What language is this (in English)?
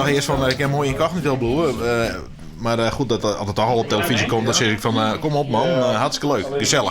Western Frisian